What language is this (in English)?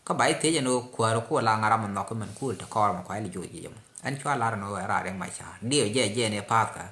Nuer